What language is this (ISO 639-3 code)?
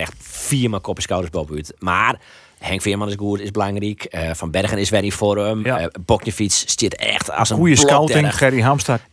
fry